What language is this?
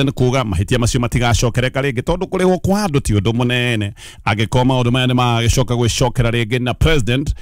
Kikuyu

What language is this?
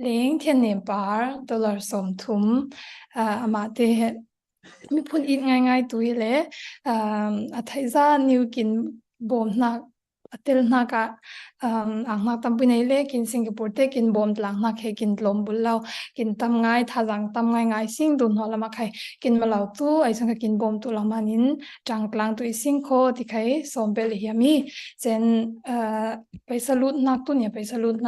Falam Chin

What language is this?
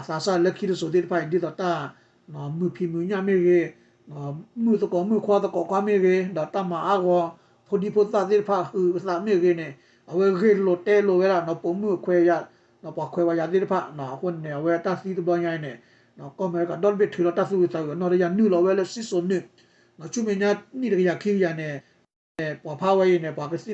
S'gaw Karen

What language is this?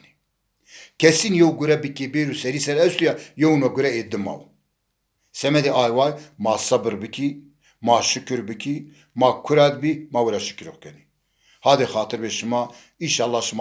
Zaza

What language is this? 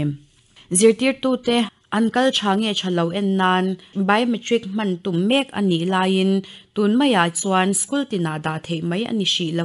Mizo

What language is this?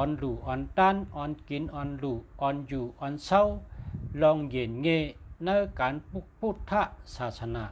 Shan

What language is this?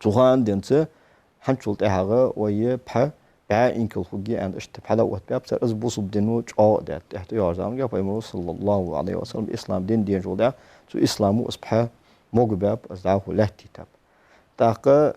Ingush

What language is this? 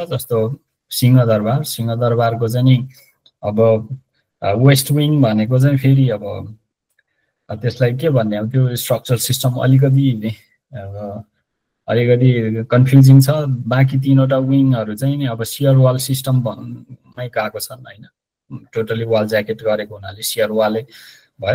Nepali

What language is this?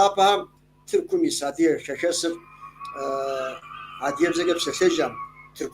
Kabardian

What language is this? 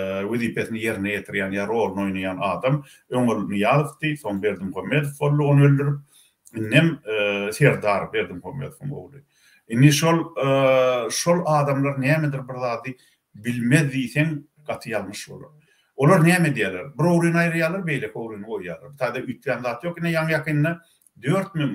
Turkmen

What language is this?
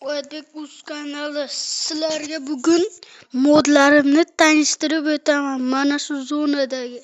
Uzbek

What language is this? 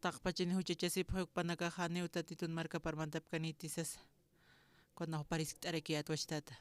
Aymara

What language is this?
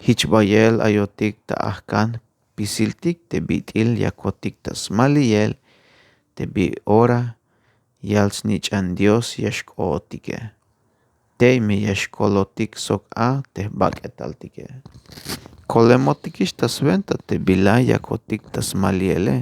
Tzeltal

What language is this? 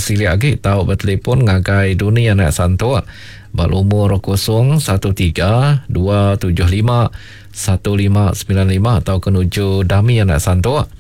Iban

